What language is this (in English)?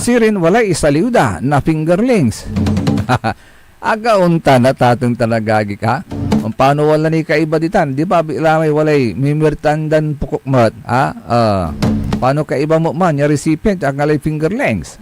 Pangasinan